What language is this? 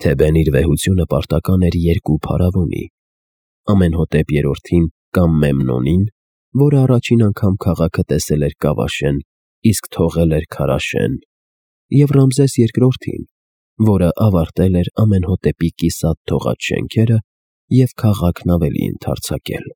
Armenian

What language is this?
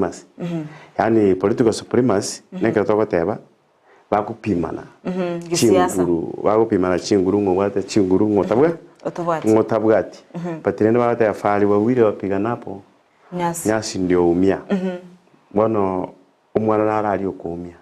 Gusii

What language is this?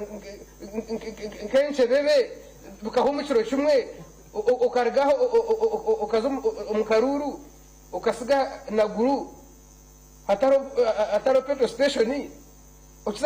Nyankole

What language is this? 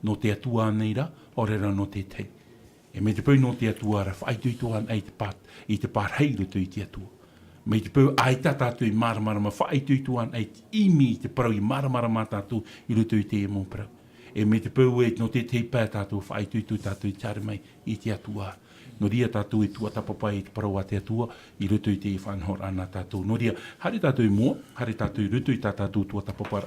Tahitian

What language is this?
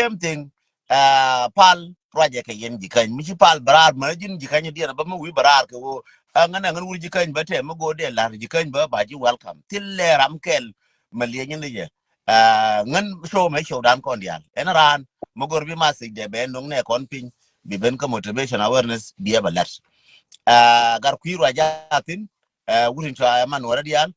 Nuer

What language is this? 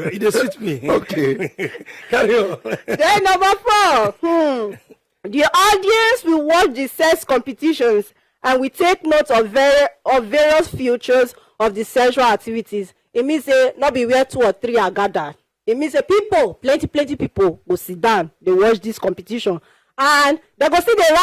Nigerian Pidgin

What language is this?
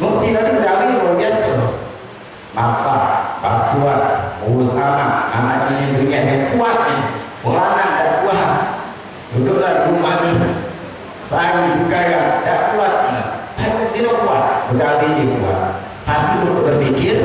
Musi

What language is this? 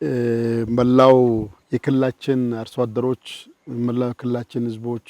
Amharic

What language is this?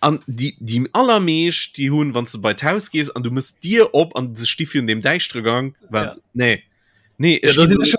Luxembourgish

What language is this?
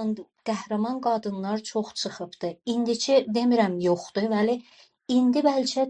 South Azerbaijani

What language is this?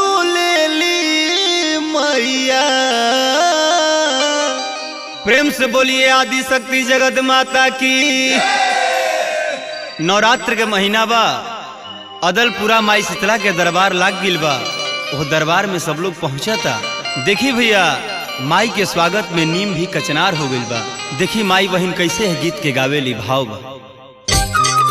Bhojpuri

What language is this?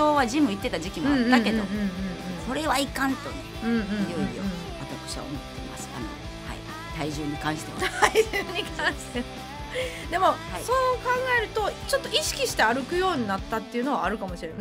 Japanese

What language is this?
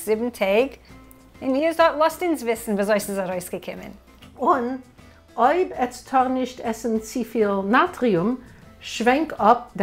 Yiddish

